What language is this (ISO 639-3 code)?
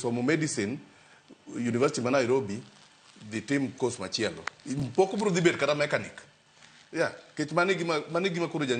luo